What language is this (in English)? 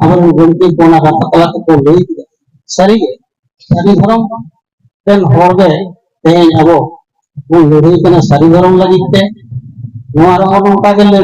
Santali